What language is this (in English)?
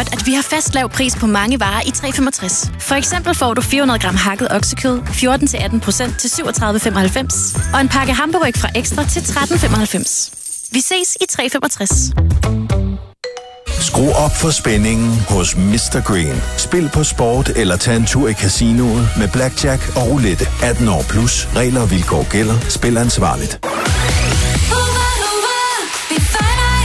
Danish